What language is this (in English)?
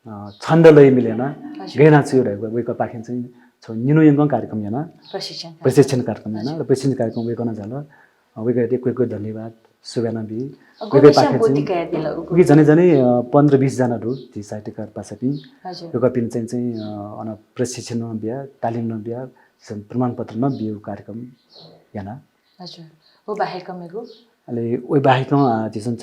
Newari